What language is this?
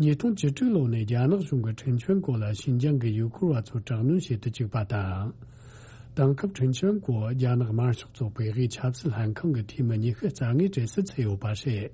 Tibetan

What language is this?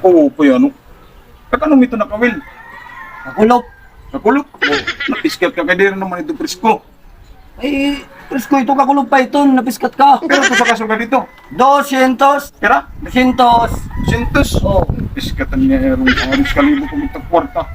Waray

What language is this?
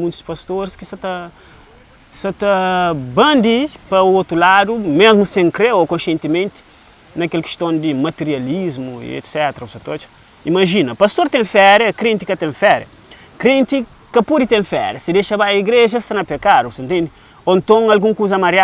Kabuverdianu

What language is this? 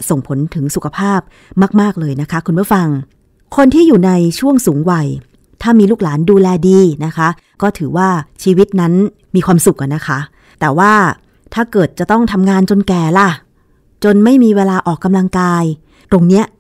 Thai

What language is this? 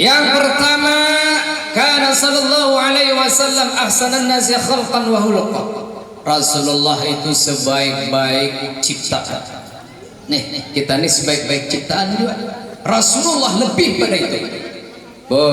Banjar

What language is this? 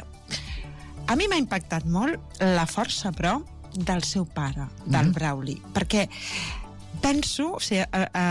Catalan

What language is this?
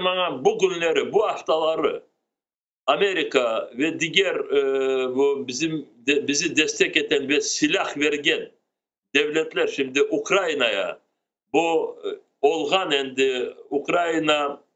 Crimean Tatar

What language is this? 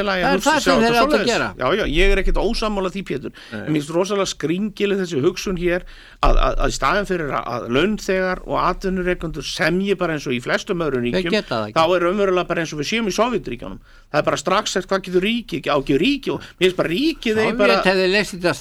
Icelandic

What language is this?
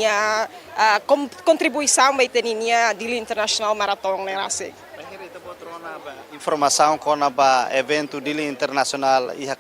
Tetum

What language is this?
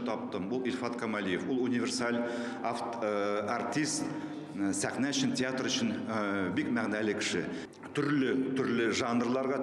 Tatar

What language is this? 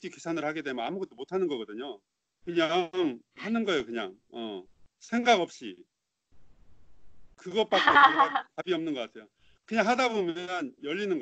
Korean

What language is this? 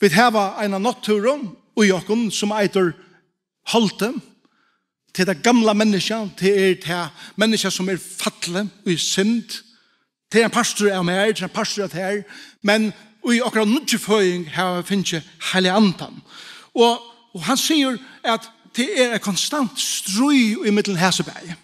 Faroese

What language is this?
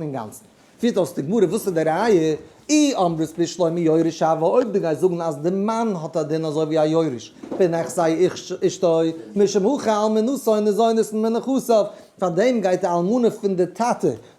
Yiddish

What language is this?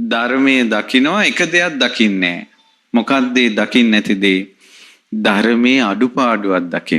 Sinhala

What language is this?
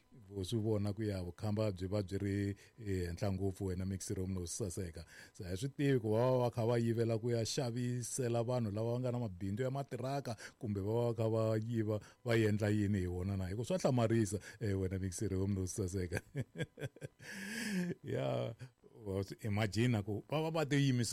Tsonga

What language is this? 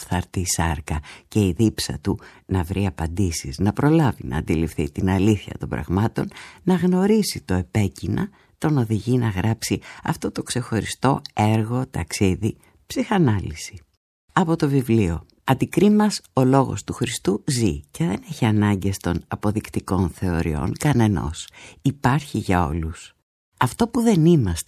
Greek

